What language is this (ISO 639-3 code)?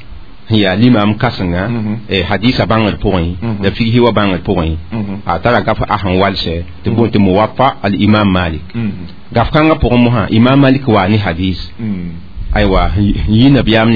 mos